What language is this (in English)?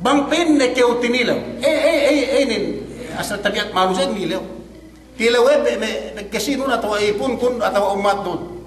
Yakan